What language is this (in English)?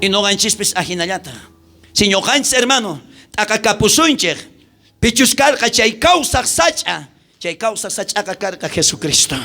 South Bolivian Quechua